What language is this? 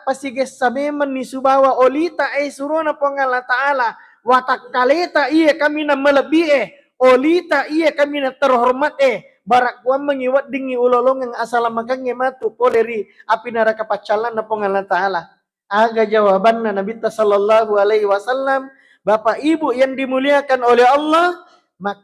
Buginese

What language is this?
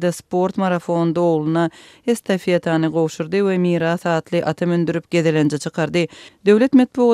Turkmen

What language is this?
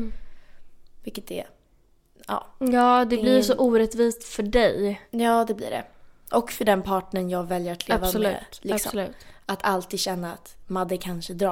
Swedish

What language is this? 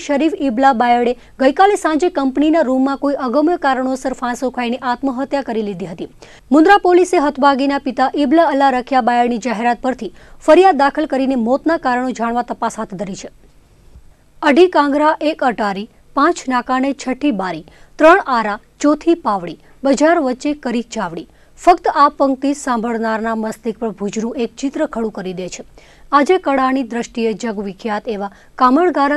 Gujarati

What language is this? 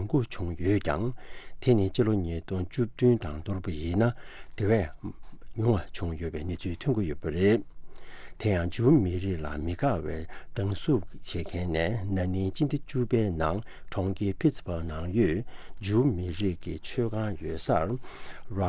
Tibetan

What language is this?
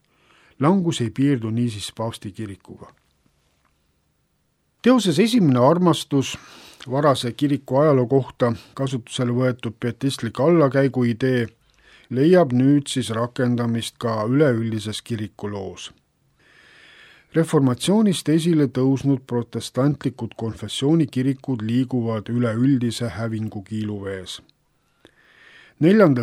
Estonian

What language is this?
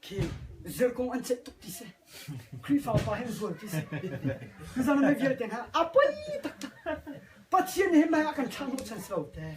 Hakha Chin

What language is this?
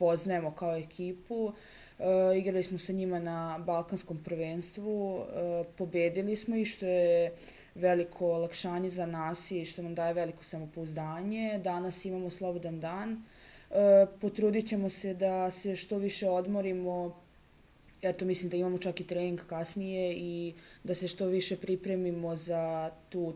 Serbian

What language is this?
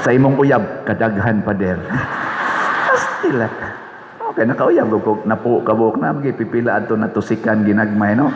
Cebuano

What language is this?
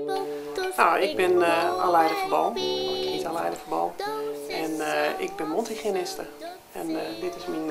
Western Frisian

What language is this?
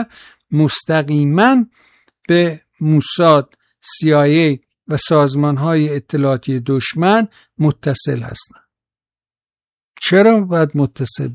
Persian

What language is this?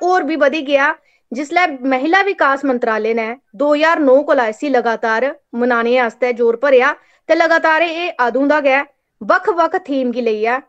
Dogri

